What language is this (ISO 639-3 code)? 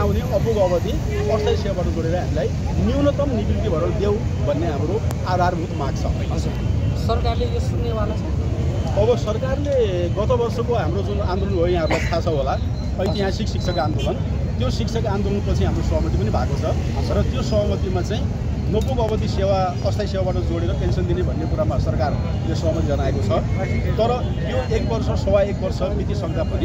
nep